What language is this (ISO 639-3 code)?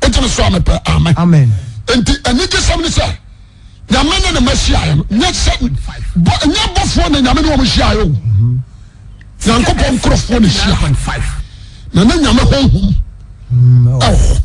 aka